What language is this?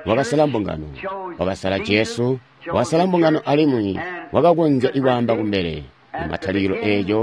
Tonga (Zambia)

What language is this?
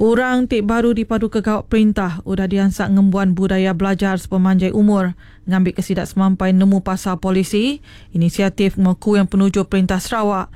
Iban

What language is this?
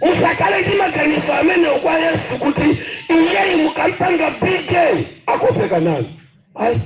Nyanja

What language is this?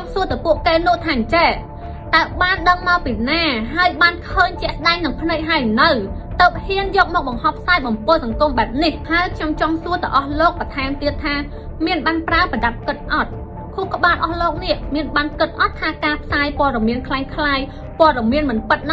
Khmer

